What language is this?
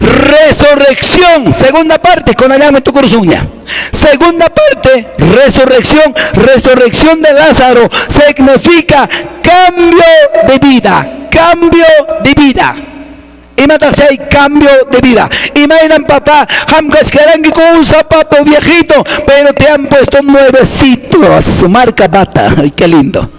Quechua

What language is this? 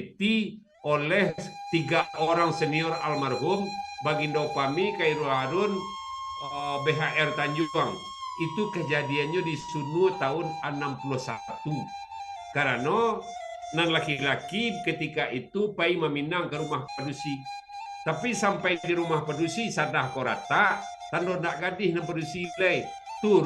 Minangkabau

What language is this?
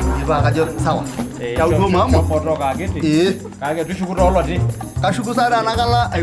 Masai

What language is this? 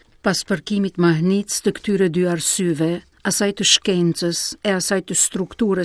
Albanian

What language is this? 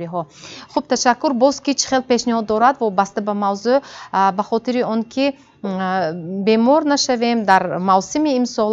Tajik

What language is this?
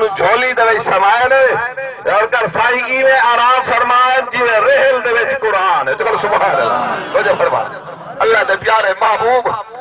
Saraiki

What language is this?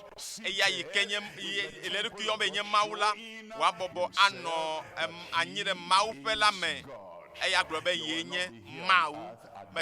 Ewe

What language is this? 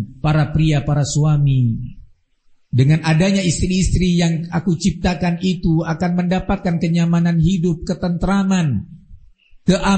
Indonesian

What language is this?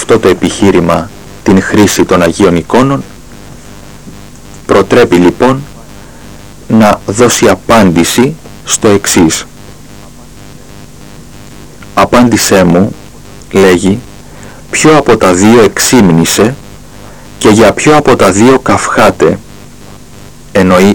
Greek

